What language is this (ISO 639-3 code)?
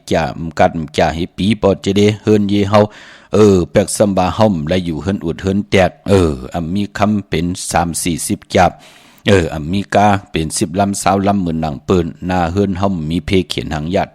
shn